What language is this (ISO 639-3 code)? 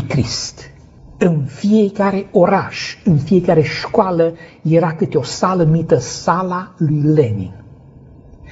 ron